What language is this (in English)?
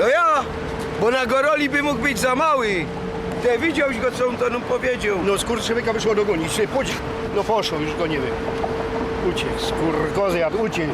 Silesian